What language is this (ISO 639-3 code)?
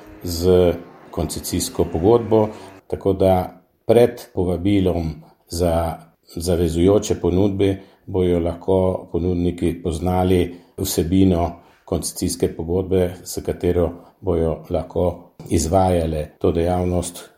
slv